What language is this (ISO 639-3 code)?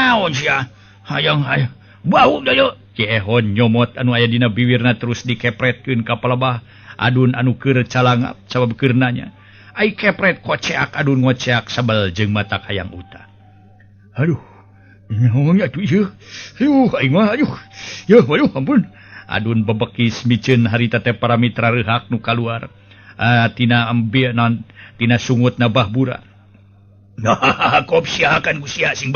sun